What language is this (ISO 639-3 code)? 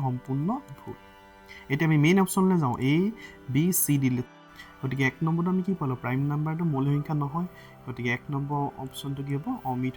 asm